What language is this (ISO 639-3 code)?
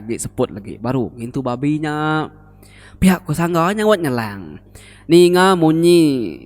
iba